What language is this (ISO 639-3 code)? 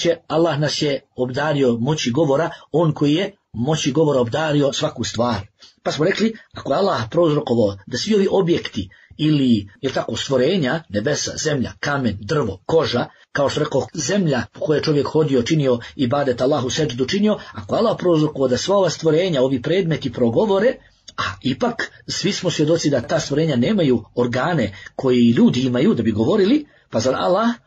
bos